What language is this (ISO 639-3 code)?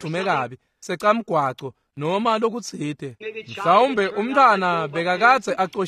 ssw